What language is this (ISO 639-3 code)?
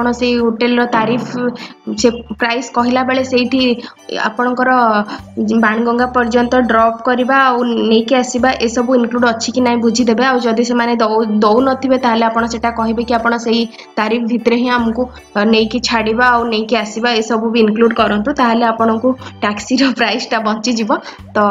ori